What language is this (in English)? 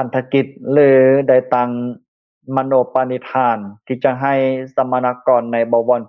Lao